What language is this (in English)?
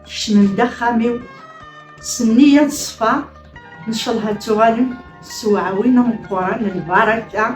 Kabyle